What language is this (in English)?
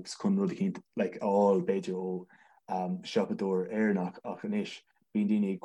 Irish